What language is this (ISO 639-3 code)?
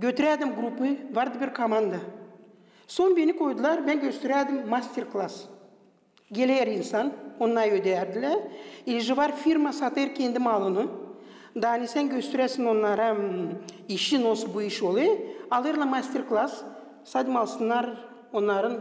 gag